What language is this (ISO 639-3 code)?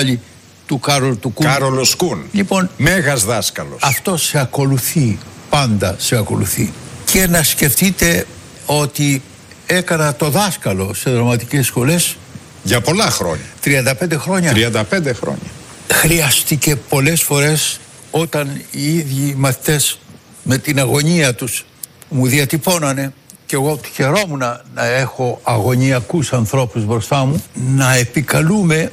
ell